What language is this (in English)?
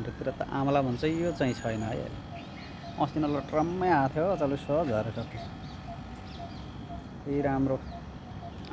Nepali